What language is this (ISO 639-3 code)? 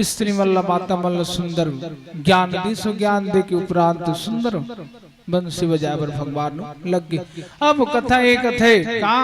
hne